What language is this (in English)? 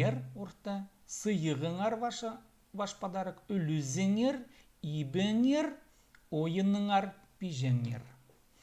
Khakas